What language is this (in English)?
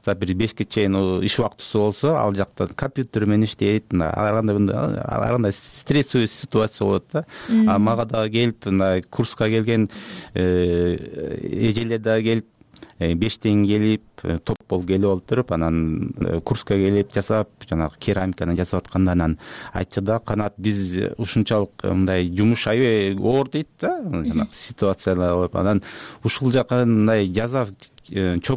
Kyrgyz